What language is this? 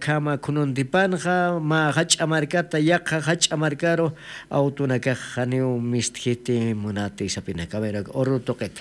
Aymara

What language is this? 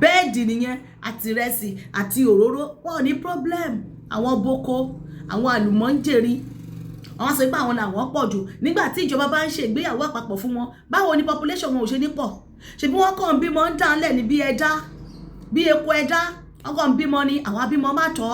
Yoruba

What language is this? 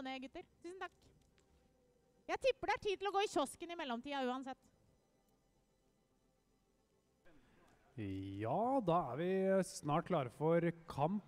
Norwegian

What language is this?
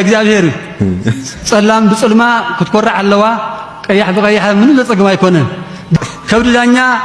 Tigrinya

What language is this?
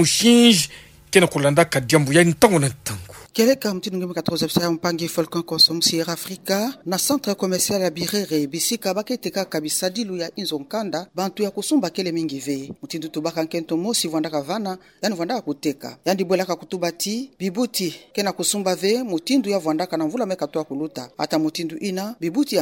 Kituba (Democratic Republic of Congo)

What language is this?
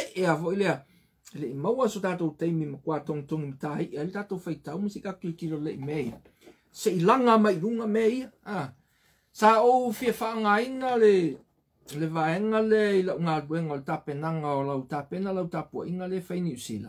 Samoan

